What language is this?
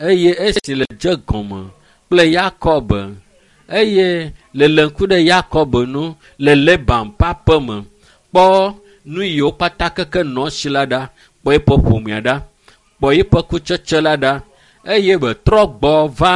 Ewe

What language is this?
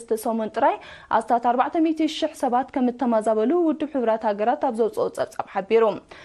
Tigrinya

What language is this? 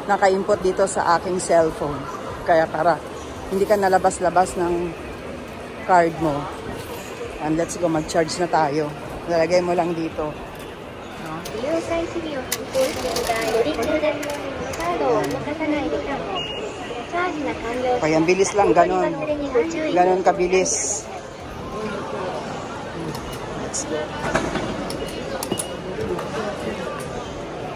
Filipino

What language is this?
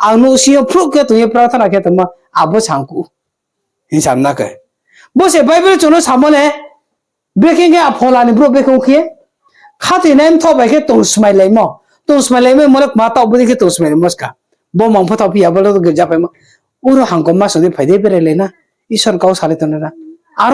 Riang (India)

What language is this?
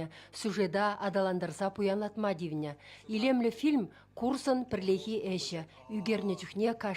Chuvash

